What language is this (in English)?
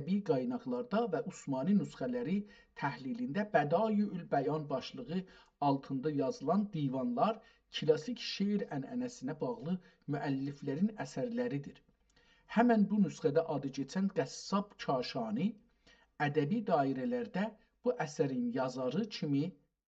South Azerbaijani